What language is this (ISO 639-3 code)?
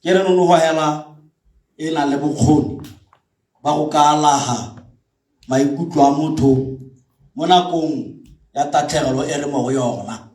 tsn